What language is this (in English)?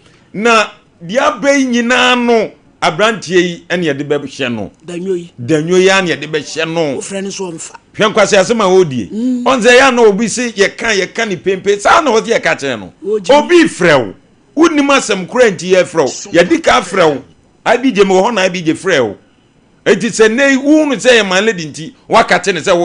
Akan